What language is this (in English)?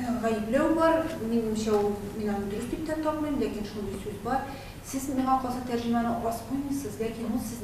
Tatar